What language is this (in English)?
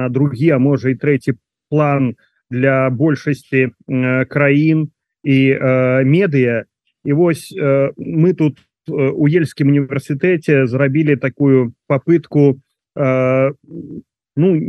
Belarusian